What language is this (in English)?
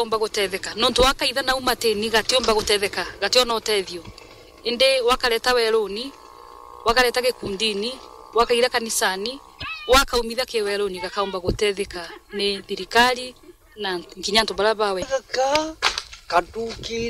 Meru